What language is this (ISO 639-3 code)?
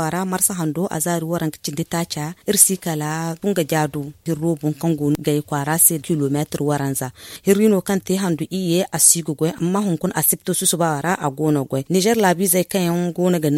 dje